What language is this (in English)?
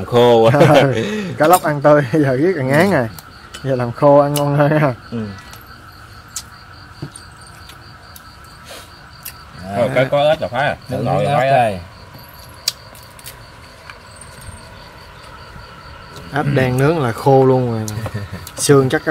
Vietnamese